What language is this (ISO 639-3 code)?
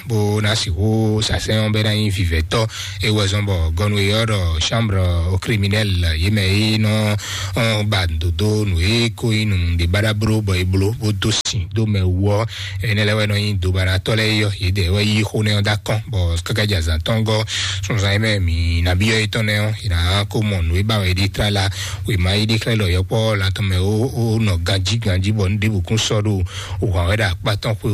fon